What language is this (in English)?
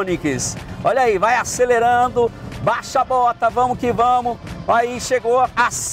Portuguese